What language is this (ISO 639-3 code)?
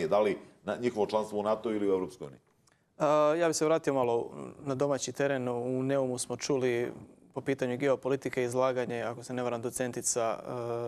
hrv